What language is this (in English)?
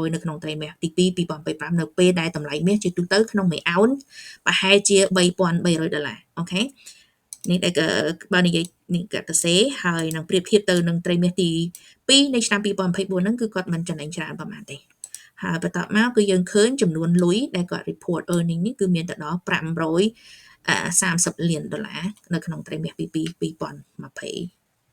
Khmer